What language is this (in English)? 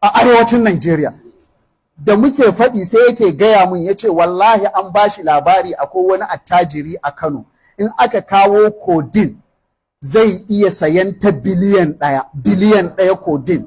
Hausa